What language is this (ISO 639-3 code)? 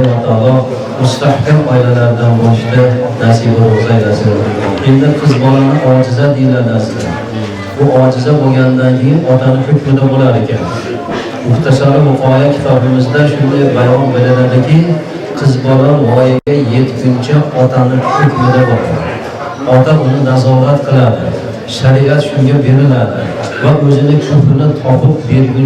uzb